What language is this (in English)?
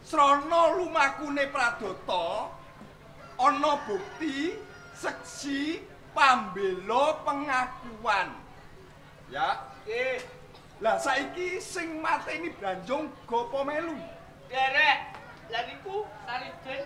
Javanese